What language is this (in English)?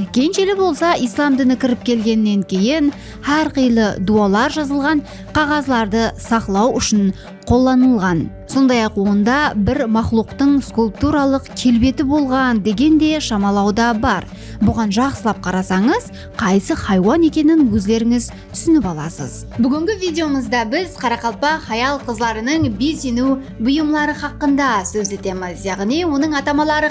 Kara-Kalpak